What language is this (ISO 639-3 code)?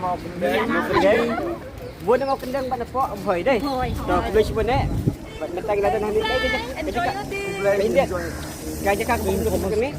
kha